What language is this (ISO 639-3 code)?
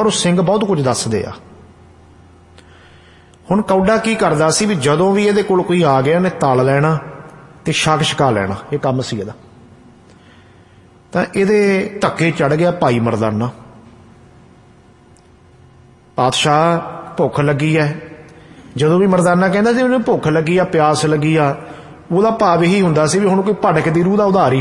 pan